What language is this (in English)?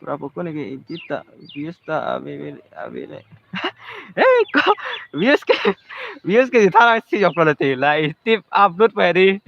Karbi